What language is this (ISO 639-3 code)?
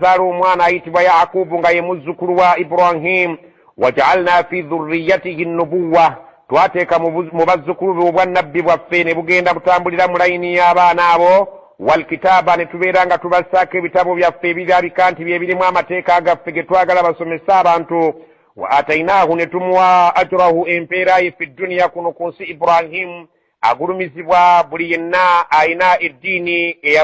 lug